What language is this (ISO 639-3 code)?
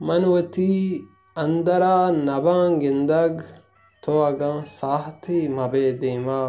bal